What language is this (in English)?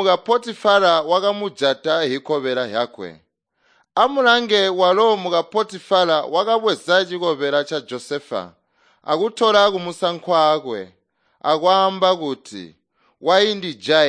Tonga (Zambia)